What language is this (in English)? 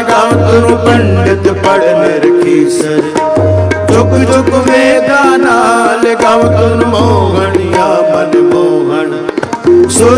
Punjabi